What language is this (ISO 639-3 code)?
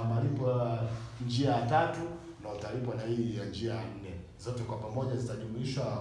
swa